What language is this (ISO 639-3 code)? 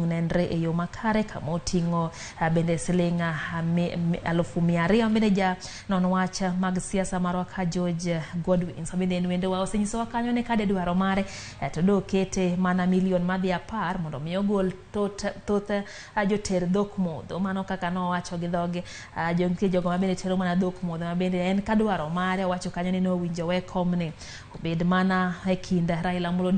luo